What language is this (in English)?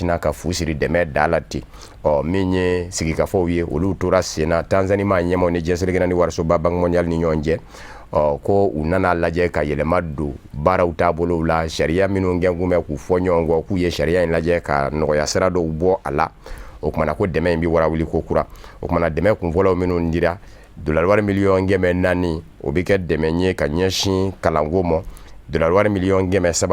Bambara